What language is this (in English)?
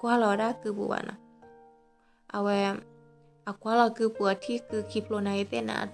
S'gaw Karen